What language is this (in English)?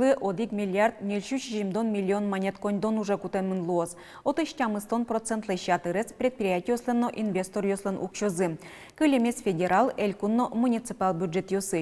Udmurt